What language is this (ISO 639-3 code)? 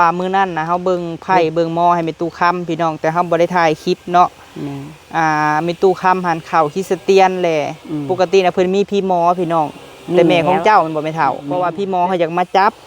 lao